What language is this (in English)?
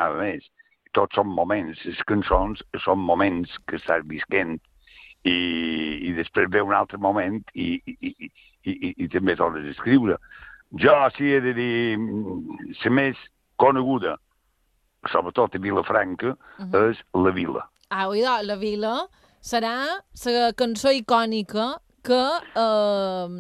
Catalan